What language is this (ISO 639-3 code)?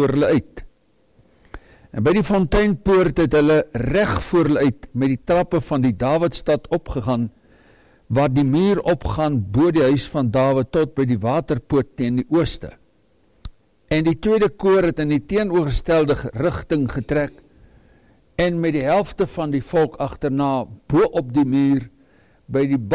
afr